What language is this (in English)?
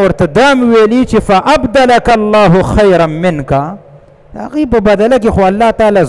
Pashto